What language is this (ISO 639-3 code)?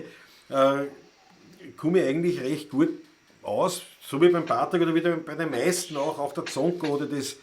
bar